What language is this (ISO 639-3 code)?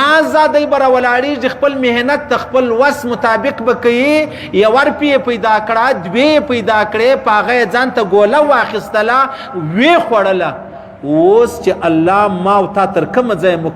pus